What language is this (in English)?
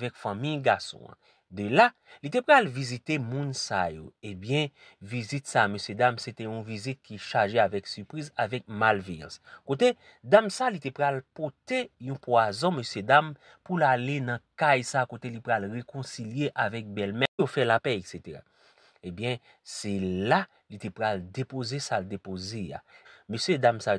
Haitian Creole